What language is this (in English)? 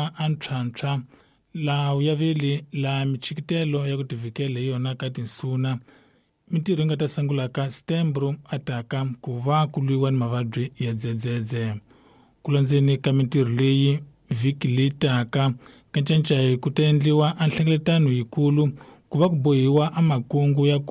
Tsonga